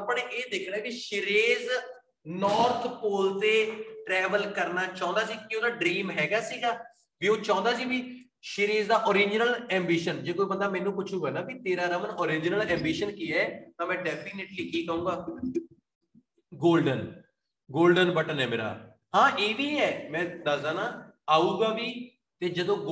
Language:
Punjabi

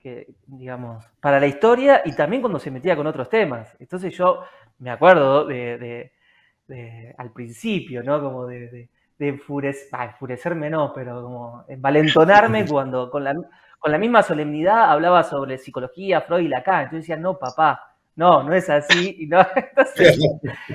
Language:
Spanish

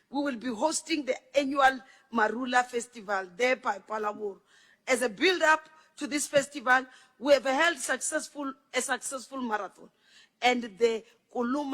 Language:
Tsonga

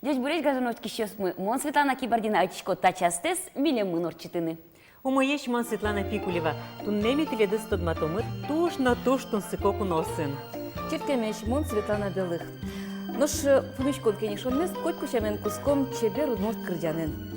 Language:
Udmurt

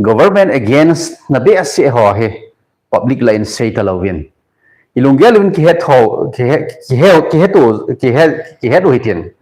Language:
Thado Chin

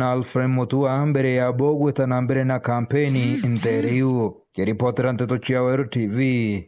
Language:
Meru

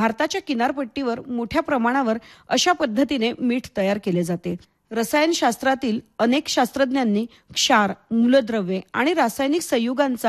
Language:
Marathi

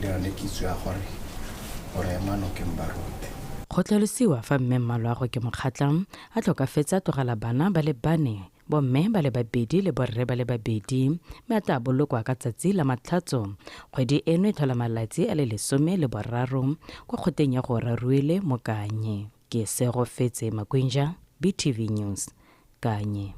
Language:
Tswana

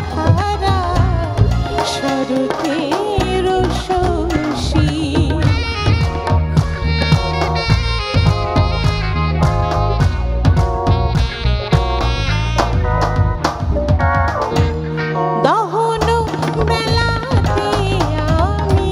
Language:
Bangla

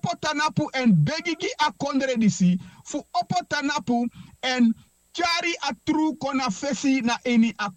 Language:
Sranan Tongo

